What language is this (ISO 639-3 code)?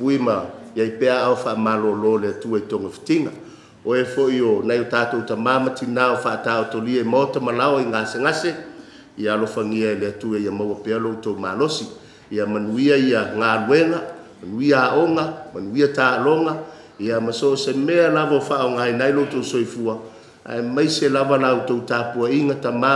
smo